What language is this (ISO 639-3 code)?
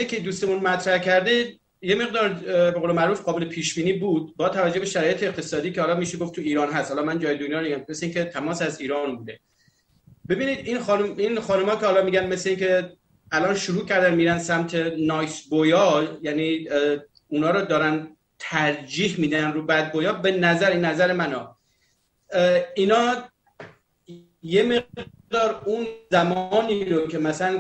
fas